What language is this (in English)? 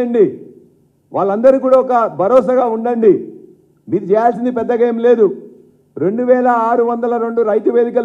Telugu